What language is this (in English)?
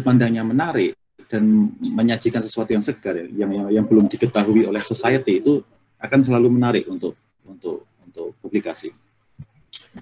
Indonesian